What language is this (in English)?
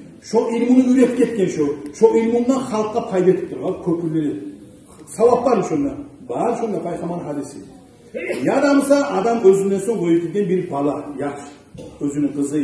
Kumyk